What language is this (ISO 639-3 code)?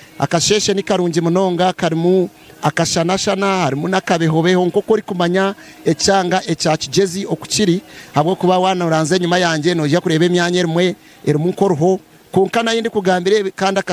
nyn